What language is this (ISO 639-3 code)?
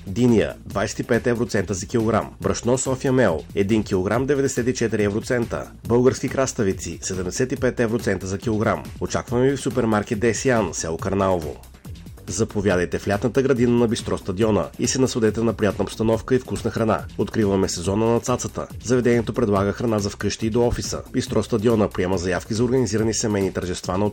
bul